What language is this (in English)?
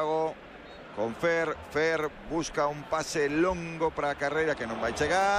Galician